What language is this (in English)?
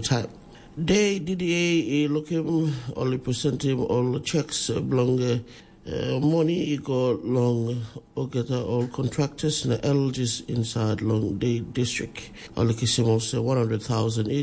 Tok Pisin